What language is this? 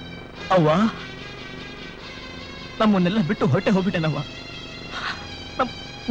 Kannada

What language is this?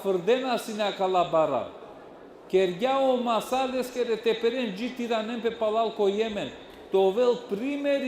Balkan Romani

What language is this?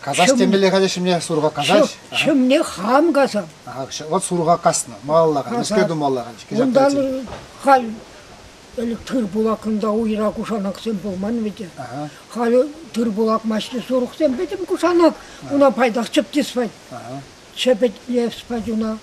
Chuvash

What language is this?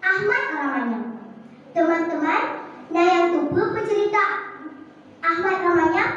Achinese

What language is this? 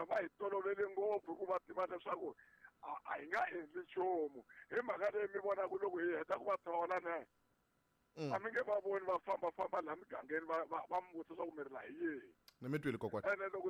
Tsonga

